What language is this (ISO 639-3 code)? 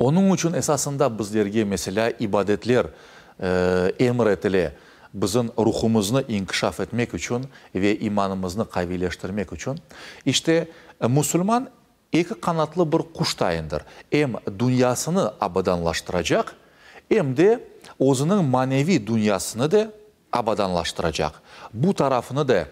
crh